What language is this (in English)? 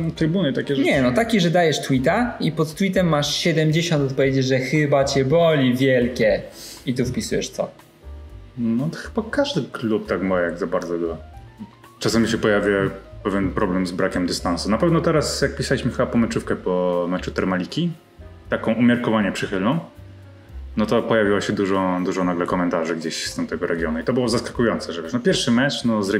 Polish